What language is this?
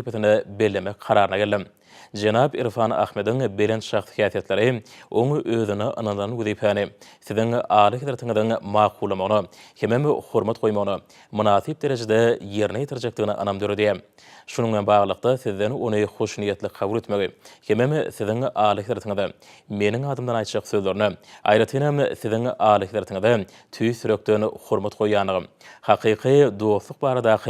Turkmen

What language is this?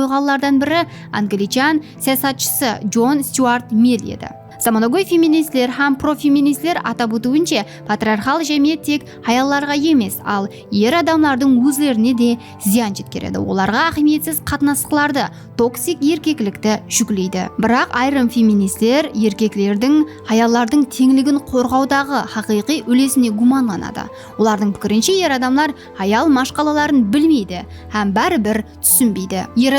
Kara-Kalpak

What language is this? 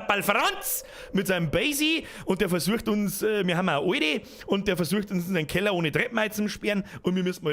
Bavarian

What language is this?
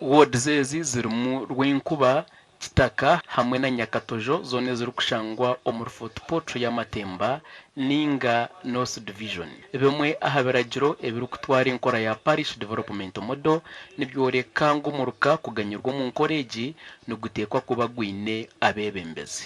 Nyankole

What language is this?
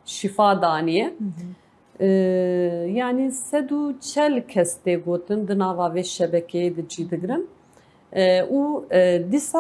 Kurdish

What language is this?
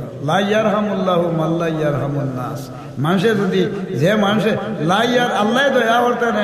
Sylheti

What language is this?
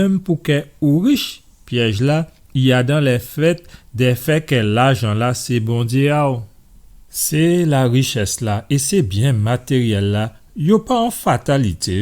Guadeloupean Creole French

